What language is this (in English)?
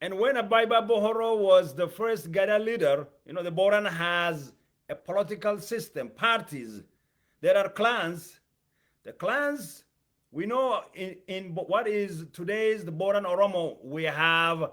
English